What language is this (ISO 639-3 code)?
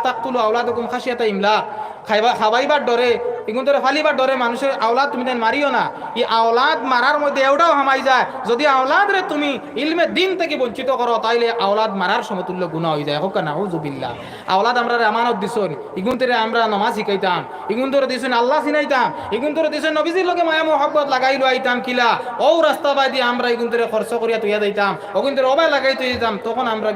syl